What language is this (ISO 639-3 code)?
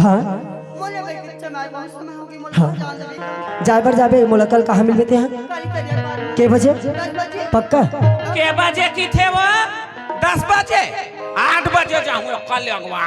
hne